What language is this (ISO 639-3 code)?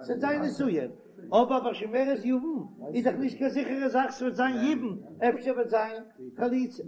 yid